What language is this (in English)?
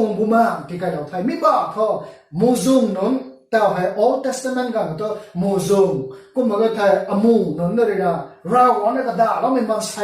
Rongmei Naga